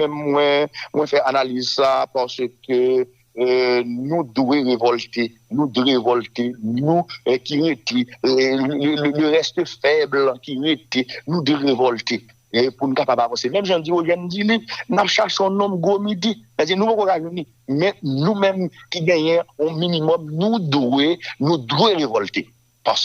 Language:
Haitian Creole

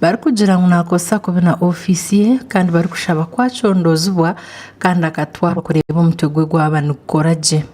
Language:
Nyankole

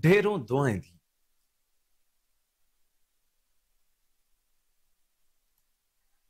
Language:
Urdu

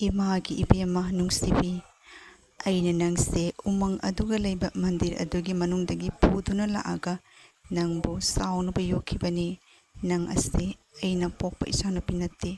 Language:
Manipuri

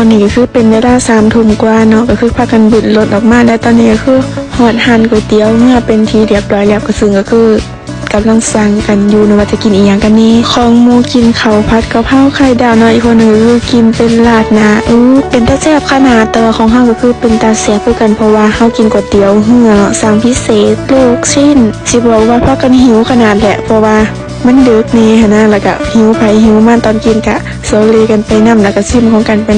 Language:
Lao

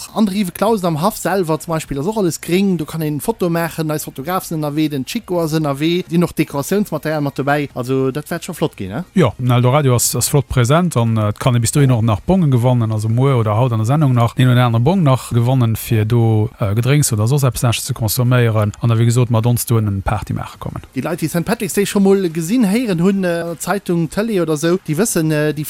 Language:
Luxembourgish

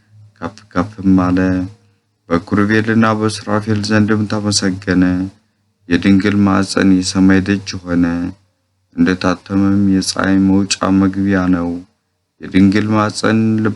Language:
Amharic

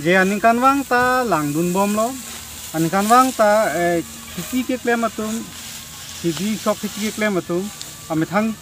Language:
Karbi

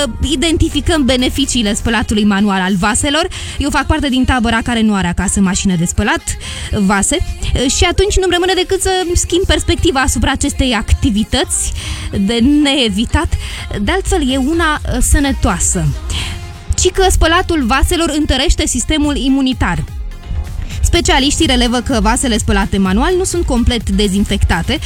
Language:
Romanian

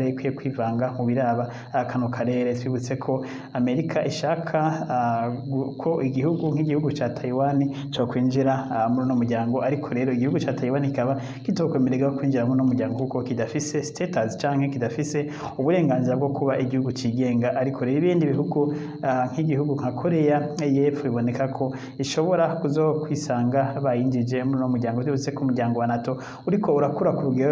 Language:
Rundi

